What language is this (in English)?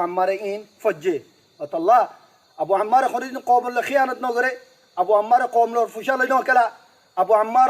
Rohingya